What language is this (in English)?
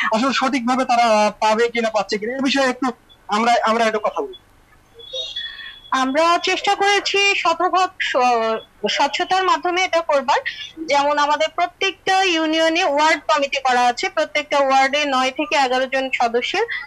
Bangla